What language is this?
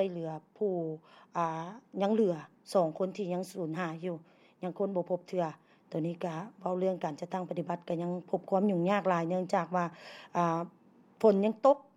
Lao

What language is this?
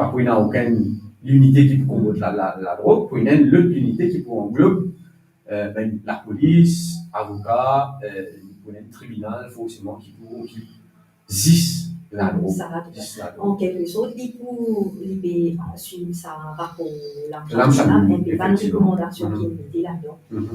Morisyen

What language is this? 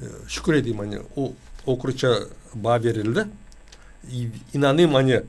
Gagauz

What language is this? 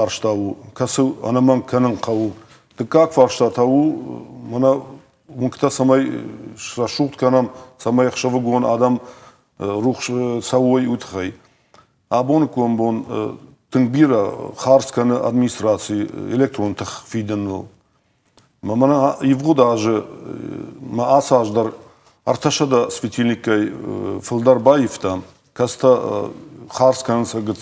Ossetic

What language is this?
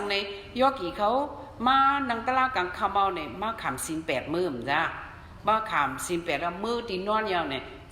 Shan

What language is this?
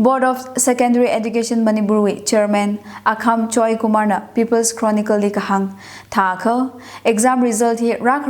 Tangkhul Naga (India)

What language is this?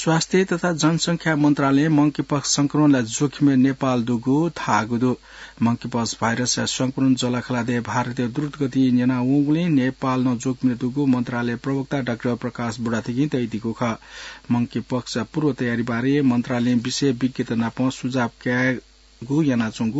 Newari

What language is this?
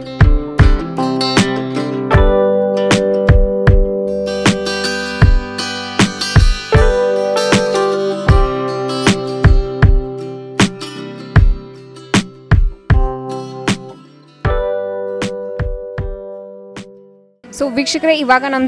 Kannada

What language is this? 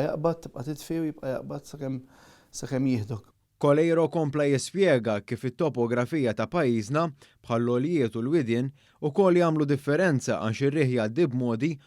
Maltese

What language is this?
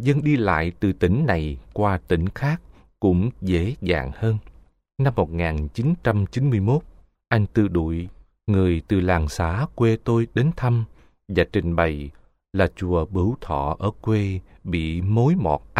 Vietnamese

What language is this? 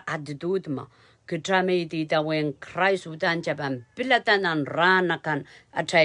Pohnpeian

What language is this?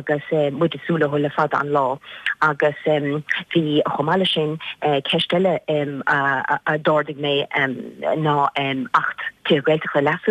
Irish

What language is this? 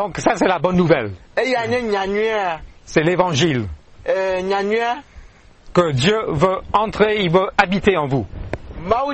French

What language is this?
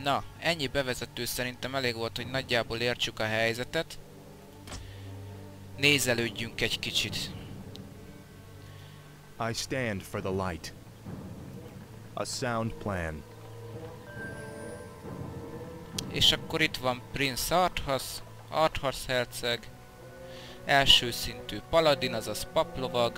Hungarian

